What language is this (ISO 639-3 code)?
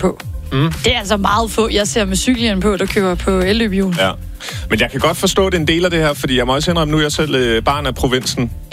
dan